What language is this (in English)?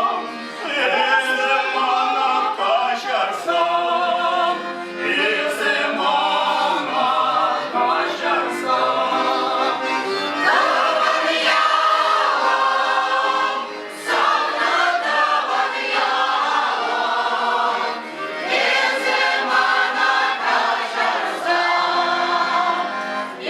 Chuvash